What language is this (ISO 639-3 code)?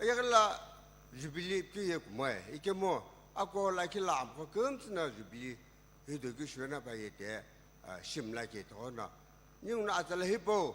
nsm